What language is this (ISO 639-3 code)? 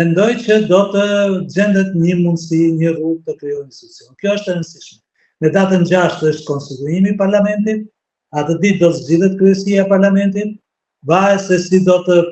sqi